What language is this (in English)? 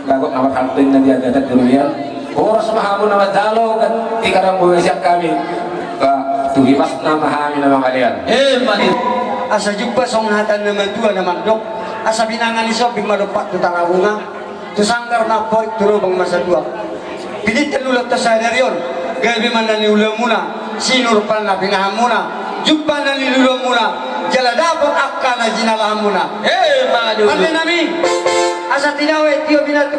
Batak Toba